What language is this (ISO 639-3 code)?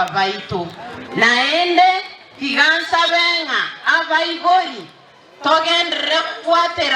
guz